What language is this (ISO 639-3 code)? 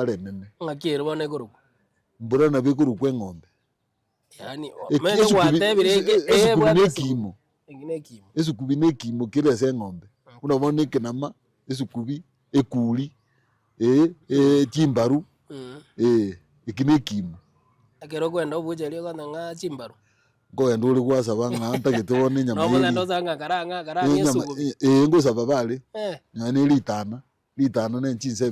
guz